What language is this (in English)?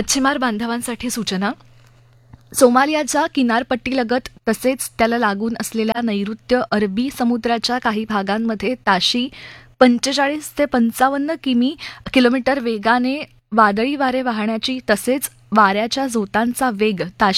Marathi